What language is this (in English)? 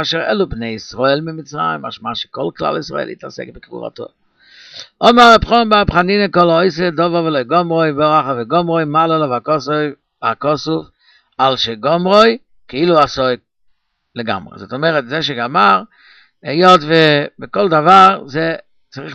Hebrew